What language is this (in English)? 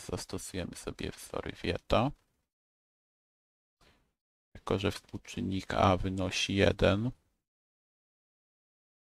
Polish